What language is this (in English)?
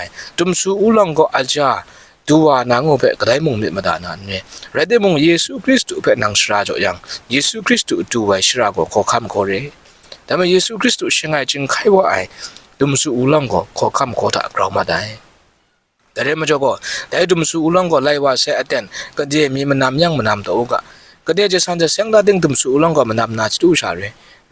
Kachin